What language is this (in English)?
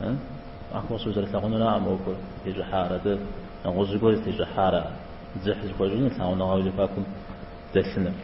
Kabardian